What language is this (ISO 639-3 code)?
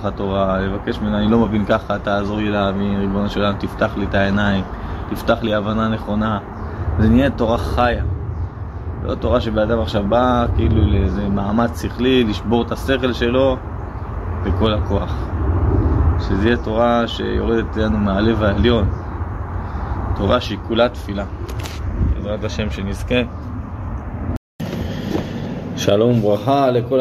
heb